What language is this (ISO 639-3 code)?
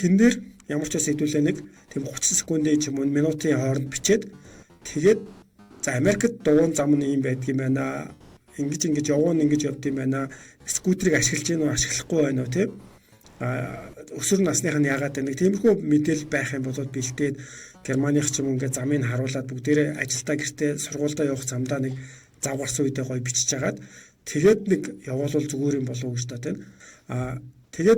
mon